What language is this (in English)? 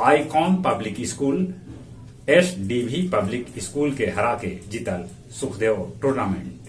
Magahi